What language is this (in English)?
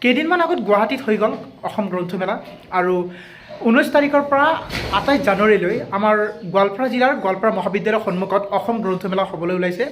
Assamese